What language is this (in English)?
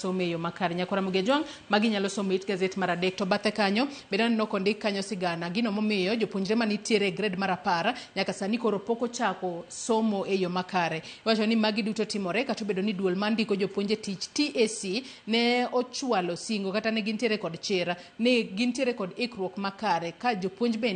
Luo (Kenya and Tanzania)